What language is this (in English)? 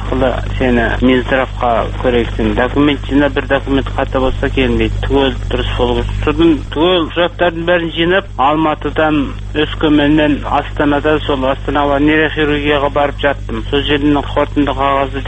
Kazakh